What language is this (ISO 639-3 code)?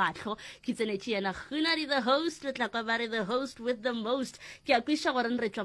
nso